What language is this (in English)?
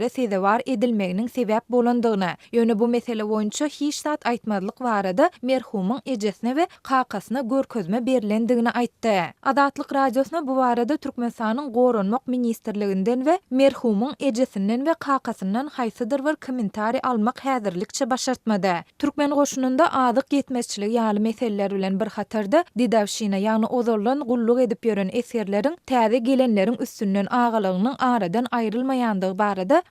Turkmen